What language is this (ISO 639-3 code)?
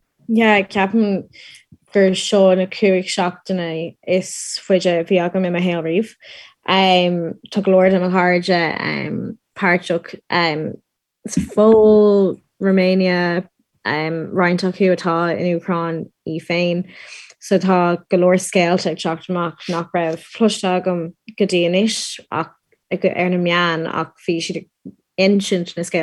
gle